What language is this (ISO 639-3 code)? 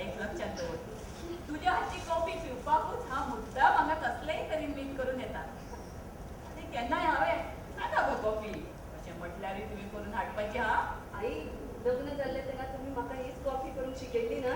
kok